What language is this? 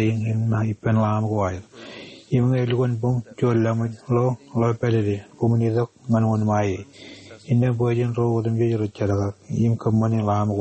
Marshallese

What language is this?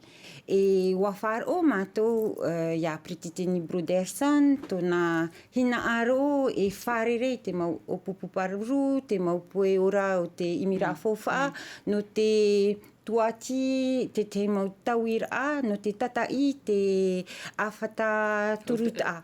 Tahitian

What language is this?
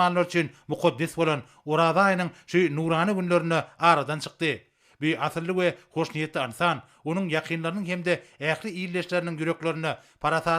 Turkmen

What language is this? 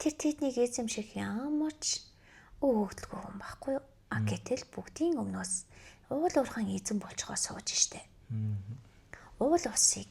Mongolian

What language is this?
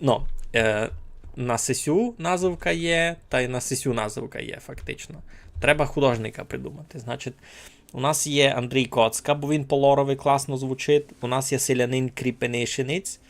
Rusyn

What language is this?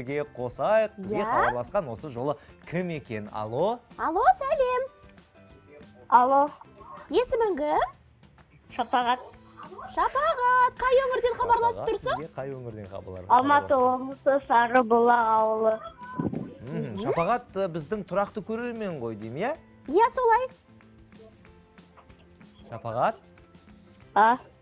Kazakh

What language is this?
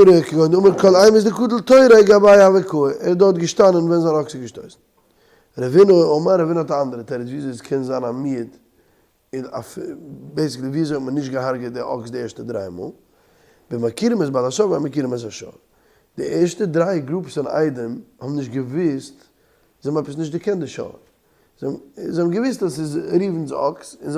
Yiddish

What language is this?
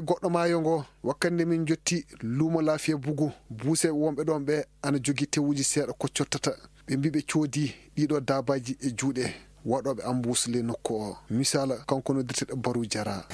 Maasina Fulfulde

